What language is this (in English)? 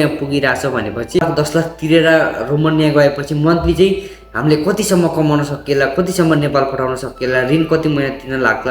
Nepali